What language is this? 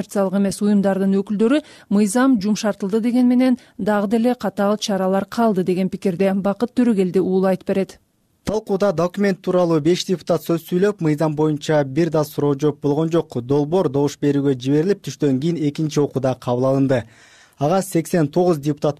Kyrgyz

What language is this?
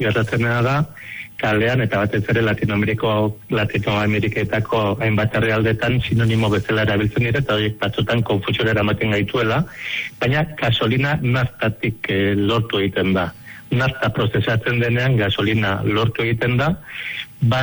Basque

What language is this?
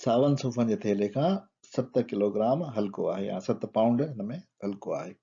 Sindhi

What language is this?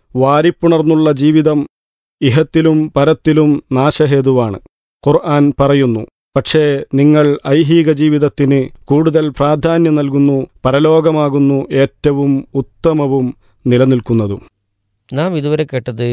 Malayalam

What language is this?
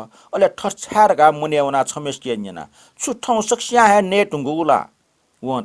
Newari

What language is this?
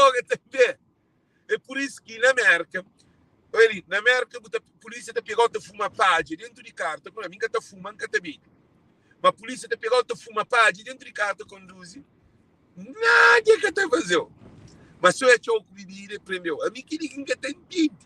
Kabuverdianu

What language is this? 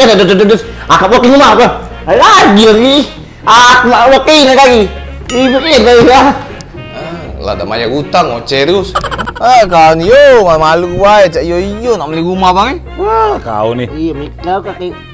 Musi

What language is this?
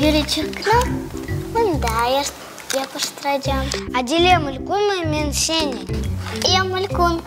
Crimean Tatar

